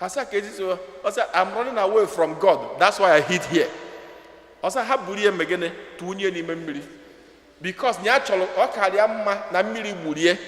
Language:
Igbo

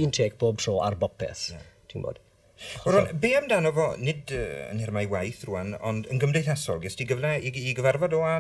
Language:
Welsh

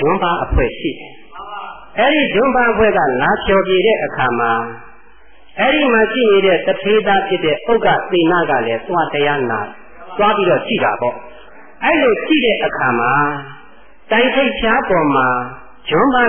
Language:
Burmese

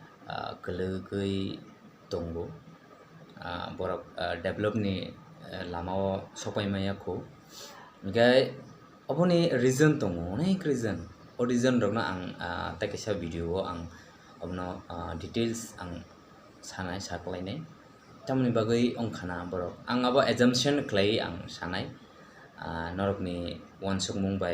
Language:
Kok Borok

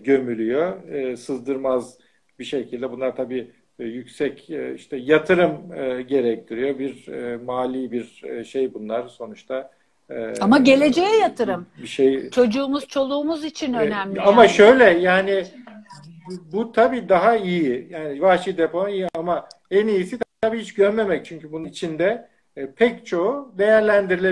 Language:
Turkish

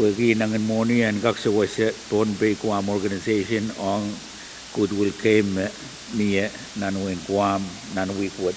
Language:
Pohnpeian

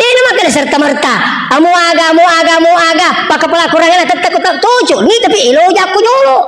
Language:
Buginese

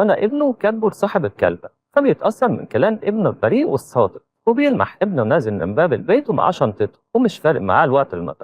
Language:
Egyptian Arabic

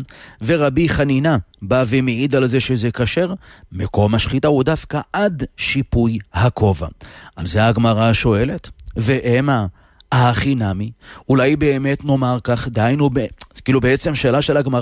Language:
Hebrew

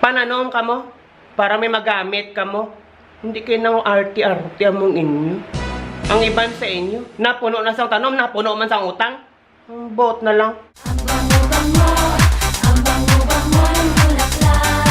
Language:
Hiligaynon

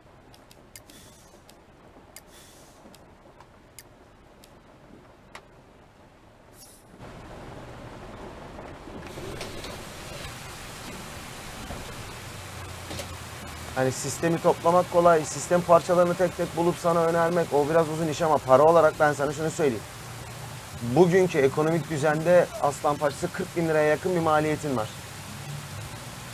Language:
Turkish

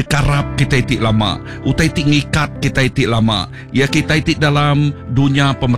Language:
Iban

